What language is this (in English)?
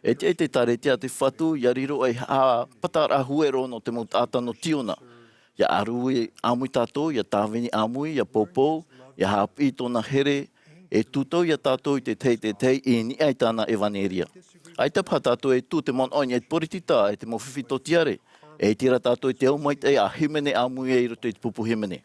Tahitian